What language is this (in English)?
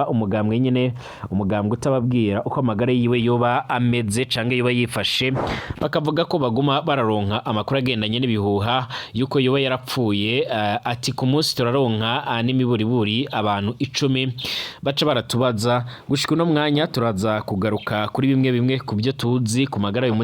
Rundi